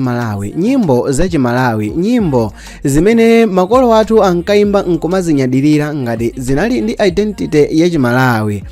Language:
Nyanja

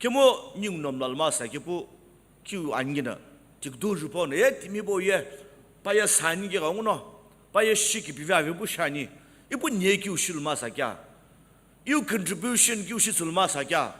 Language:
Sumi Naga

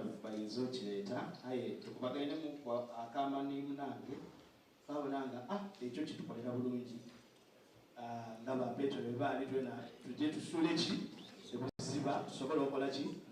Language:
Soga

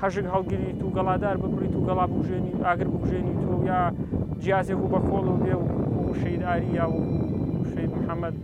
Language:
Central Kurdish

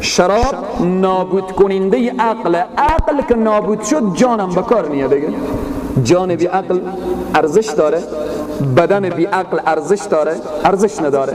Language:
Persian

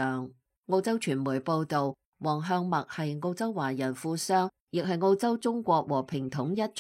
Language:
Cantonese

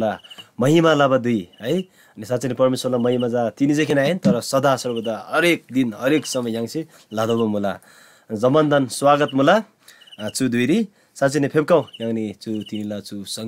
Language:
Eastern Tamang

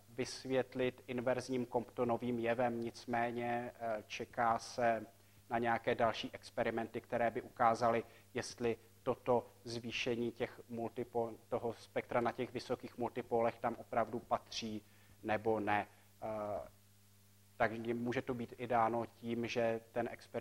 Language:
Czech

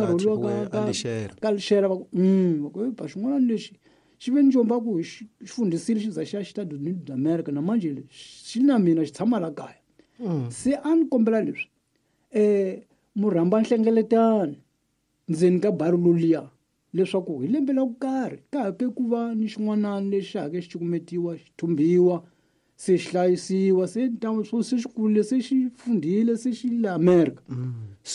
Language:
Tsonga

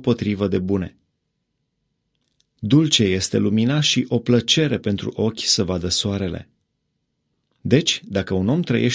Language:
Romanian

